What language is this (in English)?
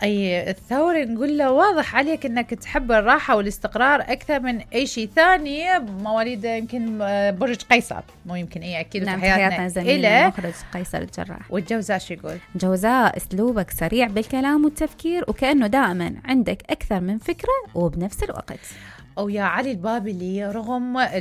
Mesopotamian Arabic